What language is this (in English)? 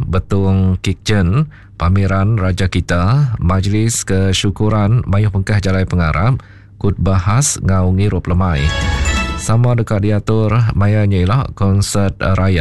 Iban